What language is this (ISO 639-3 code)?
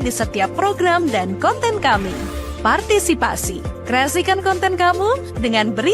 xmm